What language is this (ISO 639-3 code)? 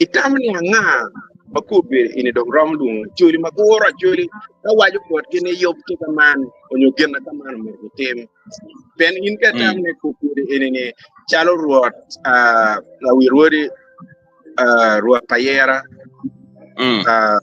ach